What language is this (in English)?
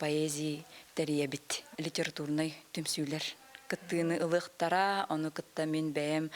Yakut